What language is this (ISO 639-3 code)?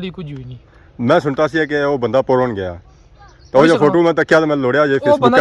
phr